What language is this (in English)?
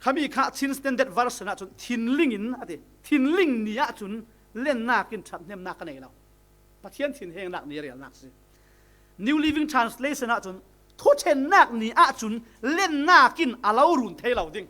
Falam Chin